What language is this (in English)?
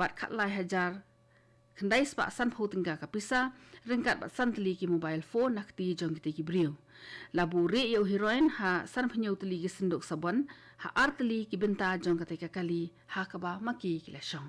Khasi